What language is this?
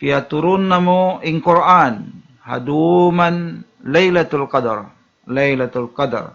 Tausug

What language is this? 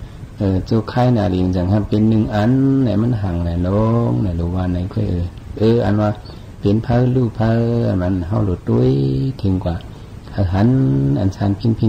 Shan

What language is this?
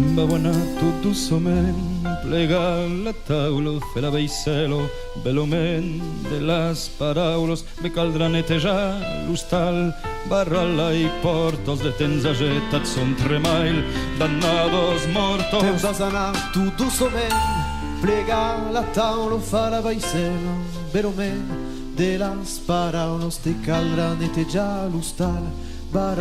Occitan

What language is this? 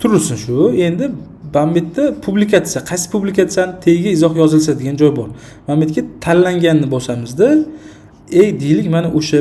Uzbek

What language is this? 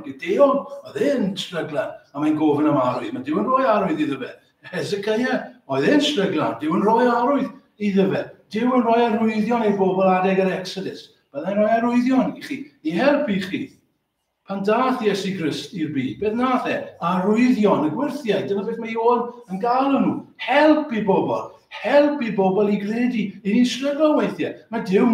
Welsh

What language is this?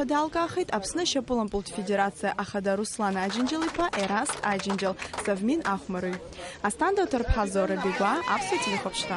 Abkhazian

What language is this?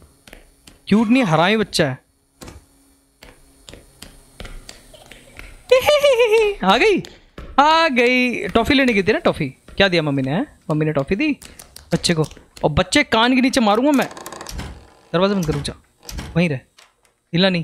Hindi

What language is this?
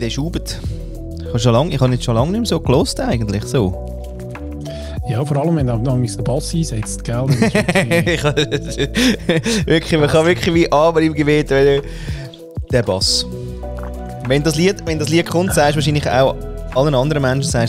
Swiss German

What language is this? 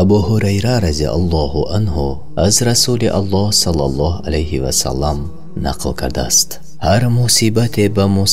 Tajik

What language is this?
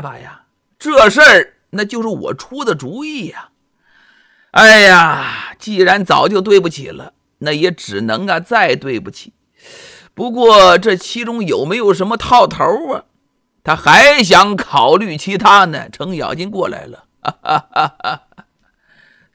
Chinese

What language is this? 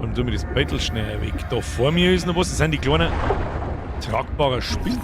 Bavarian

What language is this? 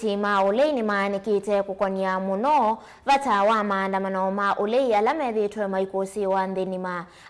Kamba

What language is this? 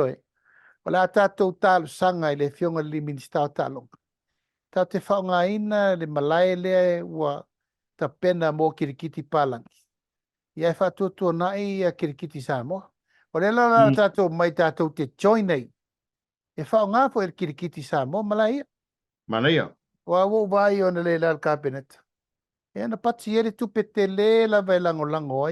Samoan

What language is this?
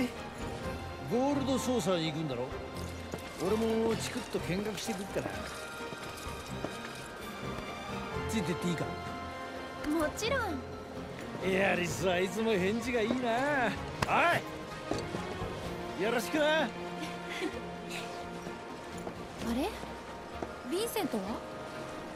Japanese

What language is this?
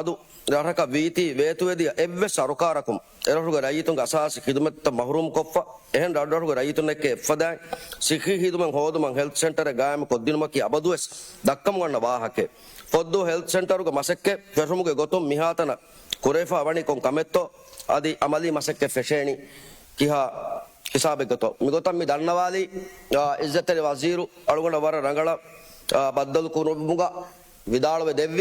Divehi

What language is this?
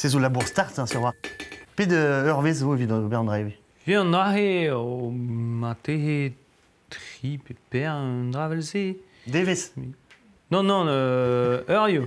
Breton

